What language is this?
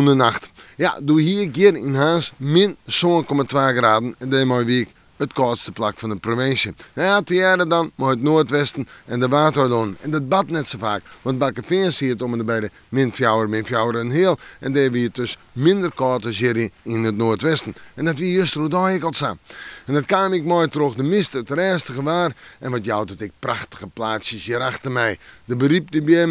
Western Frisian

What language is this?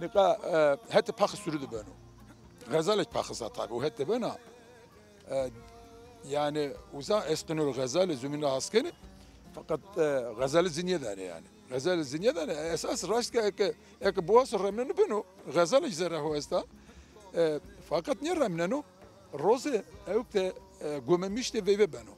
Zaza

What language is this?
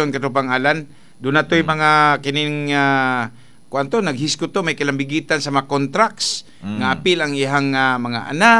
Cebuano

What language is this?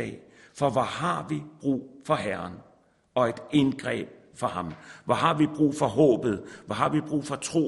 Danish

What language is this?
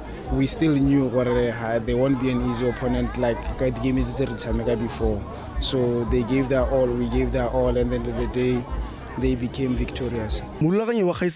Tswana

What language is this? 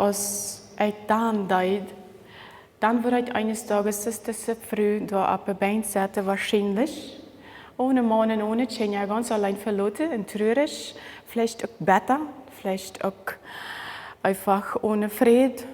Plautdietsch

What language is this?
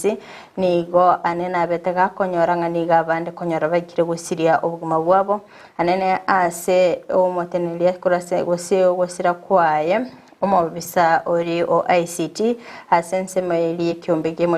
Gusii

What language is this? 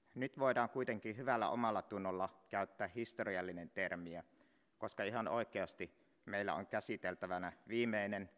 Finnish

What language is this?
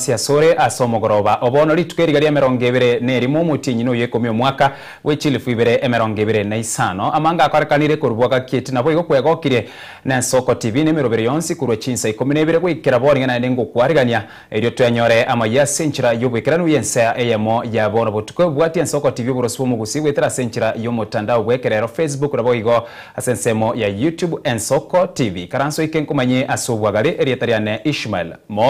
Gusii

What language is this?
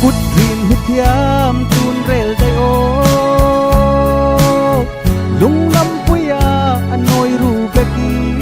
Falam Chin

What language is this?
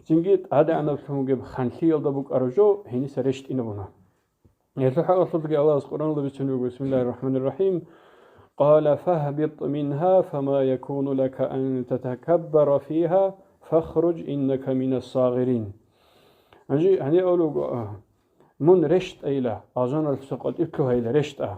Avaric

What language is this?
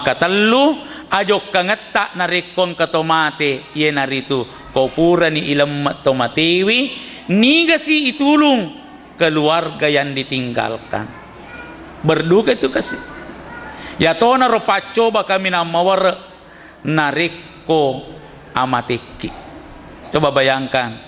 Buginese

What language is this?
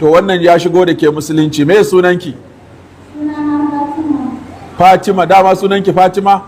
Hausa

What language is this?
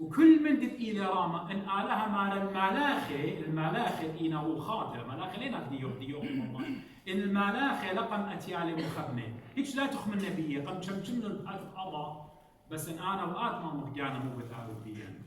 Assyrian Neo-Aramaic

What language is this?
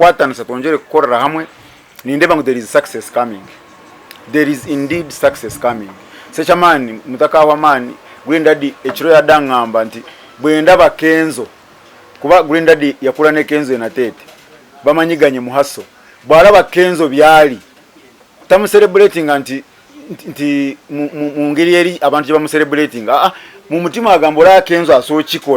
Nyankole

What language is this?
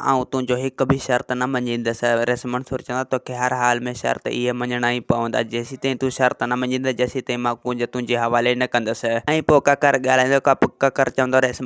Sindhi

